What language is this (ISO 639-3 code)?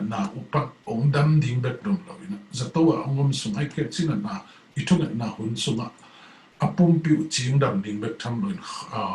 ctd